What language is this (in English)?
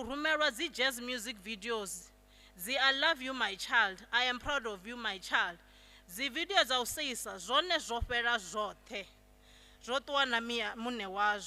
Venda